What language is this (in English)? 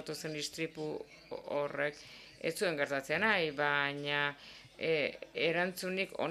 Basque